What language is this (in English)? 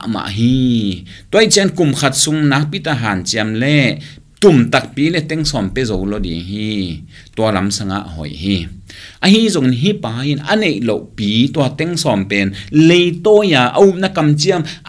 Tedim Chin